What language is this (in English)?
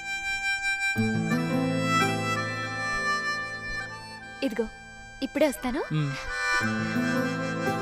Telugu